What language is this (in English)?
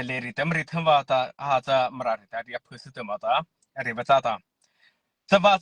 Mara Chin